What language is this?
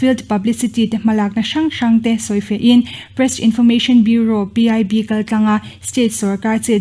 Mizo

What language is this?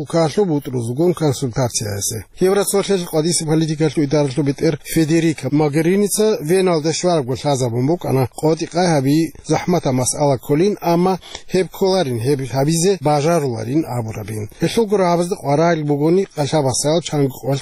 Avaric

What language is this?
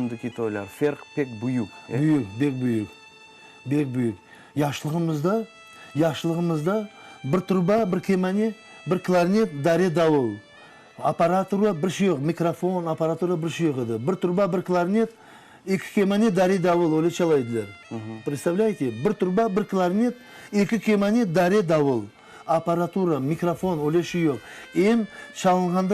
Crimean Tatar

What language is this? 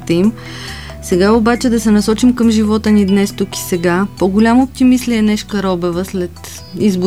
Bulgarian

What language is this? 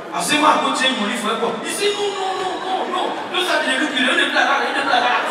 Nigerian Pidgin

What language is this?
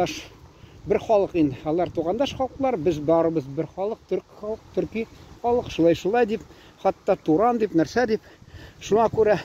Tatar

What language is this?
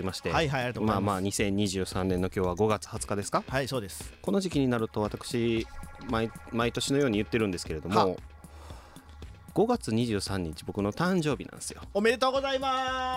Japanese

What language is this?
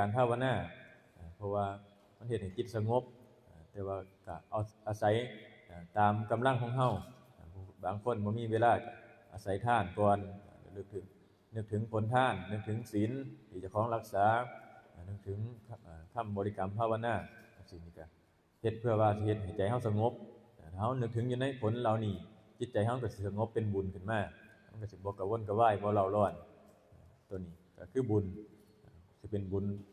Northeastern Thai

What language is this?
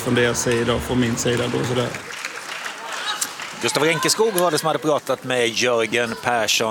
Swedish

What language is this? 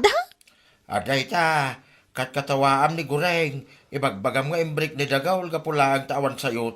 Iloko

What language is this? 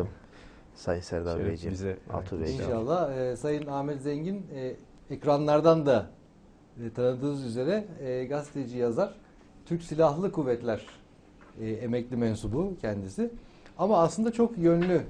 Turkish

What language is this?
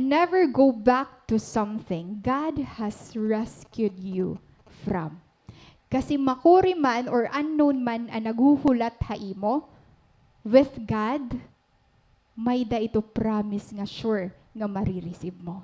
Waray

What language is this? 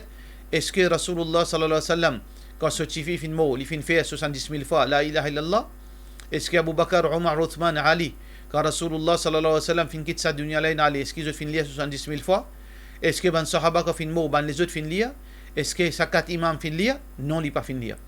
Morisyen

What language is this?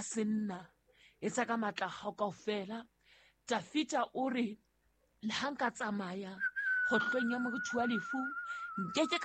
Southern Sotho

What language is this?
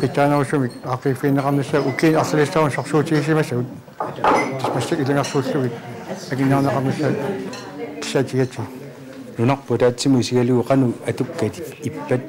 Kalaallisut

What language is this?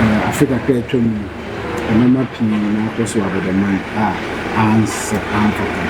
Akan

